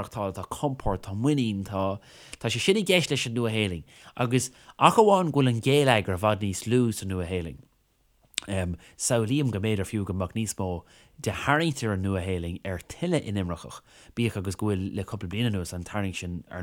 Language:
Irish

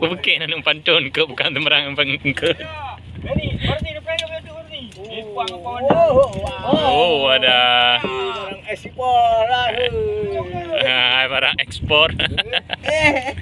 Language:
Achinese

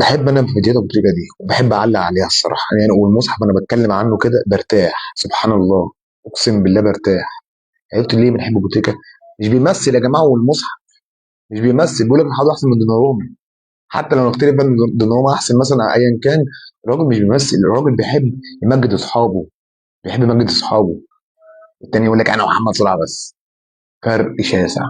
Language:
Egyptian Arabic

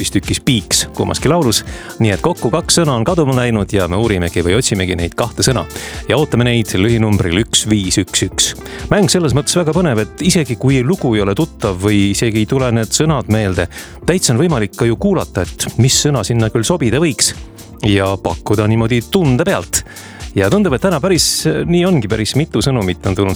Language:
Estonian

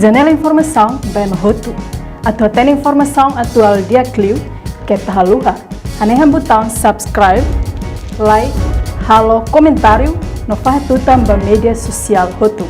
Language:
Tetum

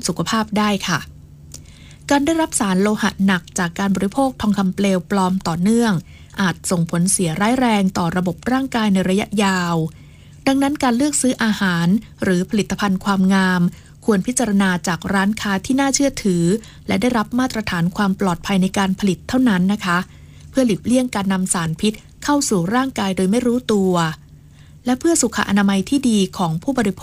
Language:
Thai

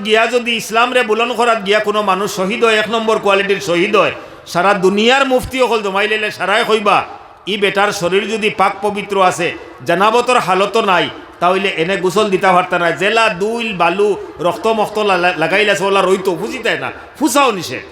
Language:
Sylheti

